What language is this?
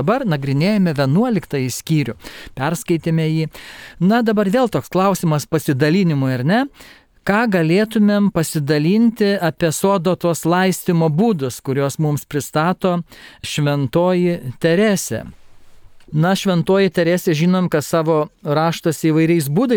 Lithuanian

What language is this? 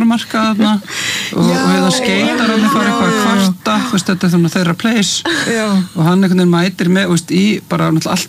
Icelandic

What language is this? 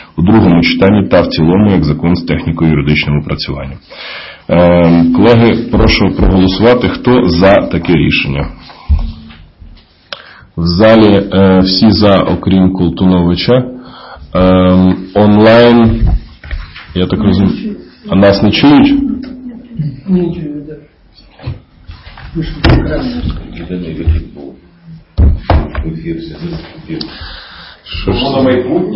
Ukrainian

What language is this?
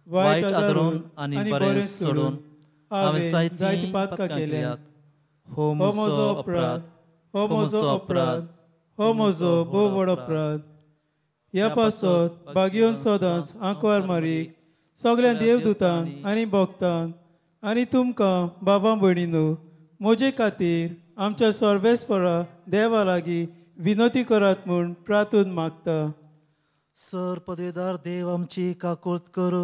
Konkani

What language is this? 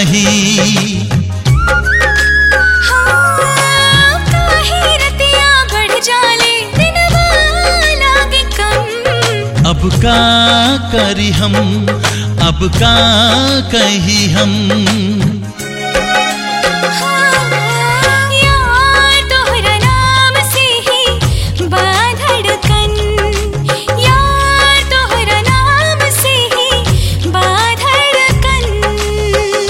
Bhojpuri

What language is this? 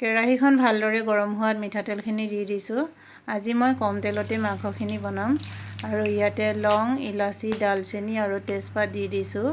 Assamese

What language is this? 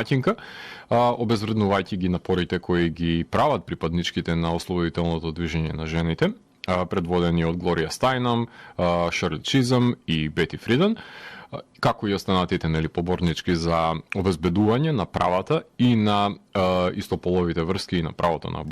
Macedonian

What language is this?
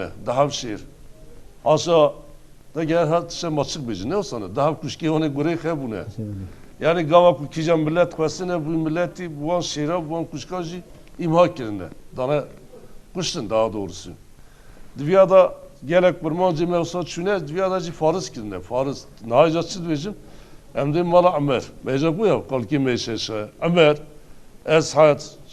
Kurdish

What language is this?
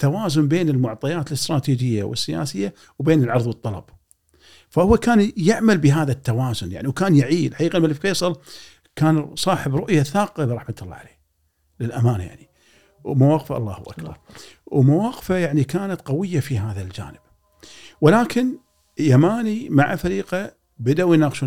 Gulf Arabic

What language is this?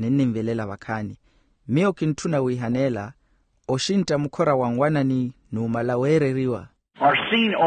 Makhuwa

